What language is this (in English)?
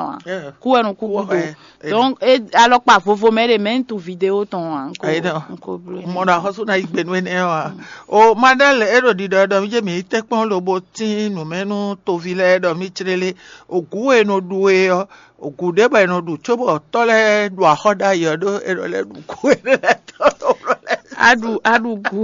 Fon